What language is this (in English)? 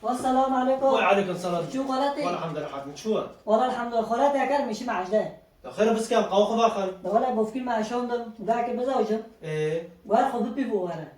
Kurdish